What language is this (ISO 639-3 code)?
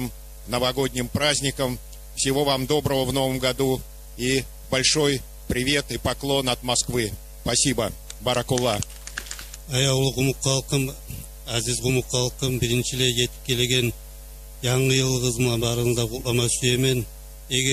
kum